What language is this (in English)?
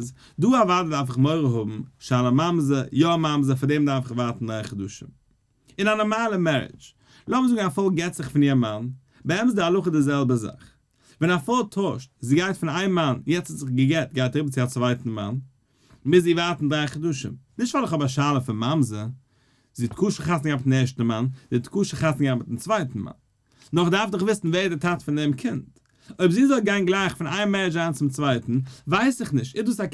Yiddish